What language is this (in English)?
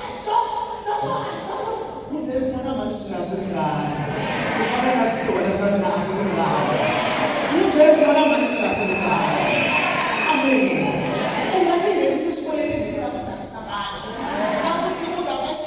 Tsonga